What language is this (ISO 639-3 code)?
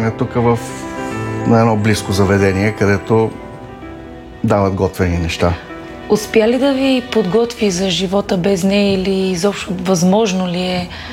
bul